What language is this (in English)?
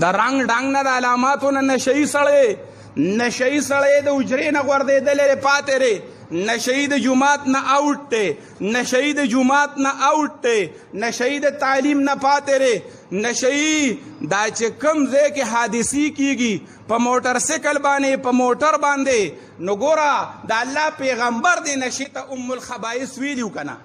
Pashto